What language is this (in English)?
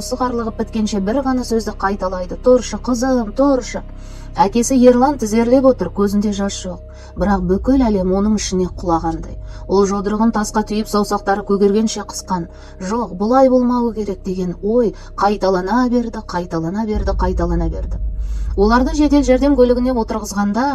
Kazakh